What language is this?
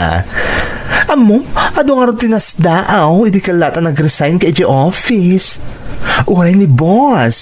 Iloko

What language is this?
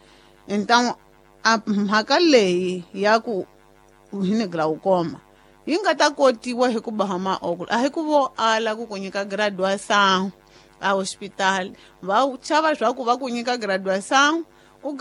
Tsonga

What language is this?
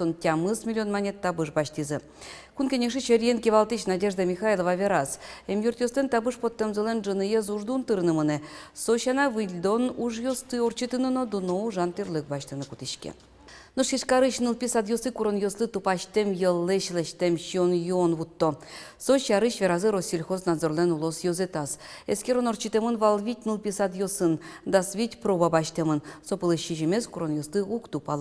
Udmurt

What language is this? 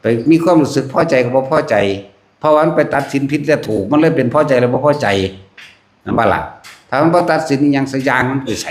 Northeastern Thai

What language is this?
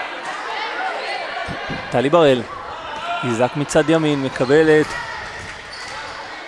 Hebrew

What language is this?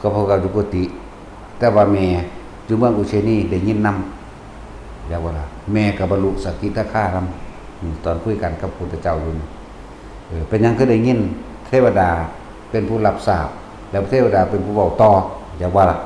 Northeastern Thai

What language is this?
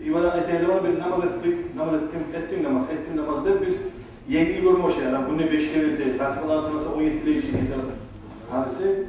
Kumyk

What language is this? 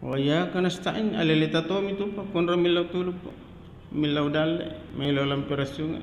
Buginese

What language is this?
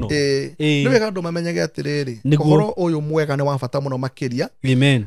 Kikuyu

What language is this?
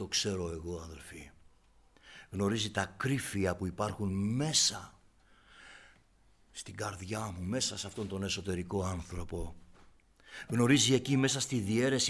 Greek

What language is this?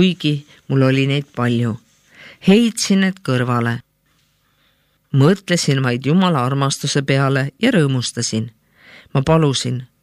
Estonian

